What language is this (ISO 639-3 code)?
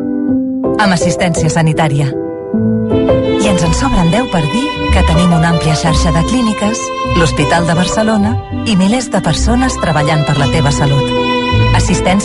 cat